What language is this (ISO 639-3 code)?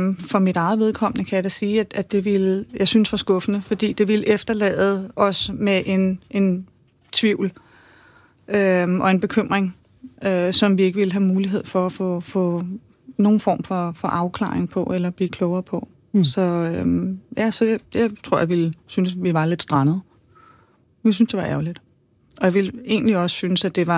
dan